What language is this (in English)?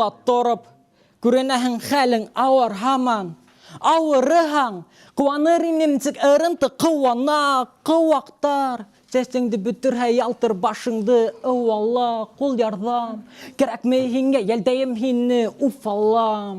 Bashkir